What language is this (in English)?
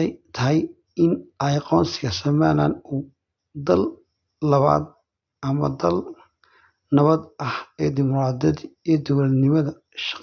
Somali